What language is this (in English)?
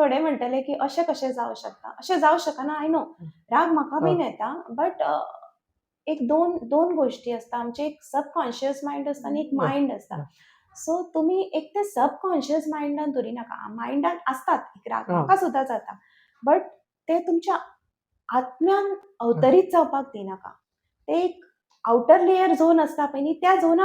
Konkani